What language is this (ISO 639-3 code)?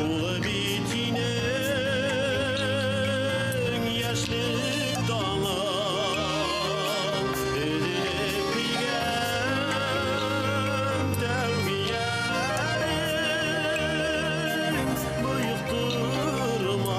bak